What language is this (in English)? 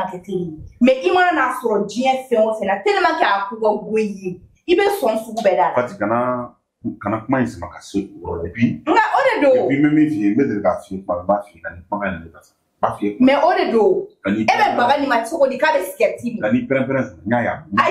Bambara